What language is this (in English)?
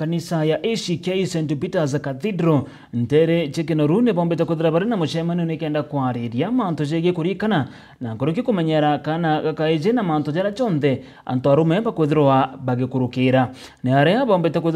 Meru